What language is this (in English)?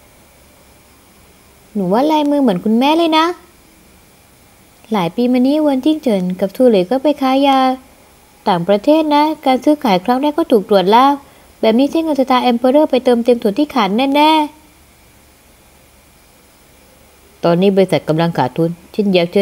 Thai